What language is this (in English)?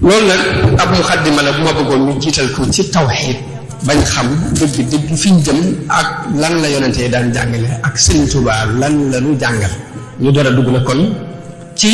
Wolof